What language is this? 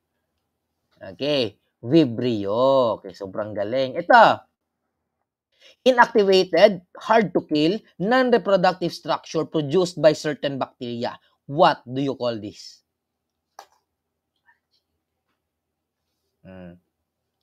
Filipino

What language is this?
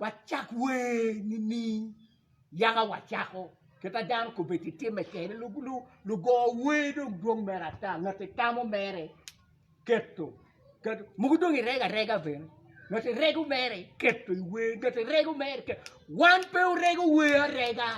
Acoli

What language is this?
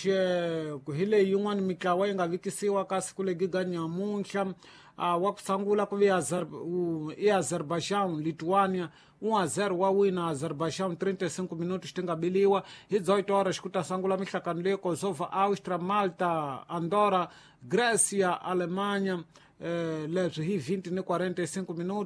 Tsonga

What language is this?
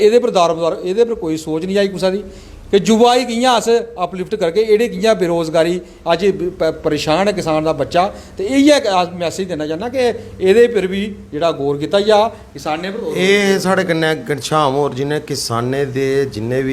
Dogri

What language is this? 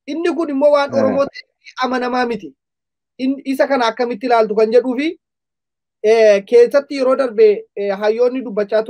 Oromo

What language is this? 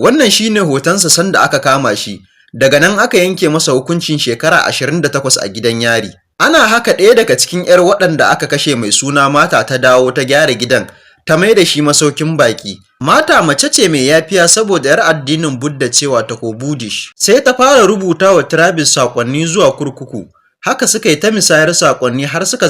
Hausa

